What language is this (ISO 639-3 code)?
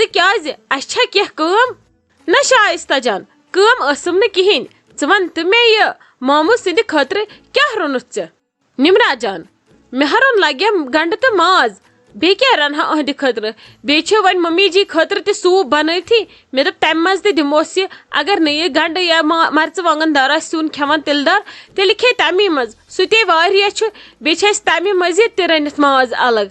kas